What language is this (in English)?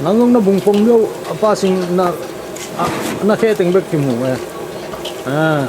Tedim Chin